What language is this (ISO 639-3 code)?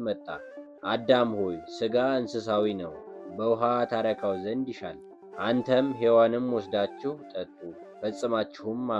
amh